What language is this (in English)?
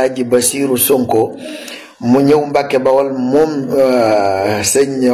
Wolof